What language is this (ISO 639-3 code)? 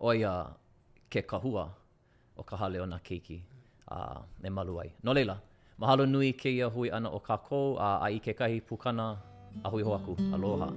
haw